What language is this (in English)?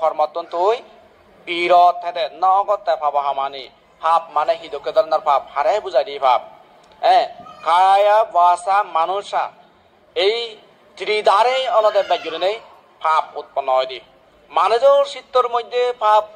Chakma